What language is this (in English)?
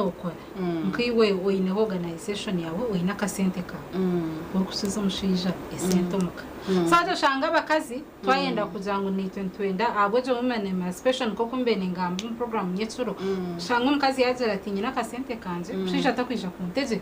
Nyankole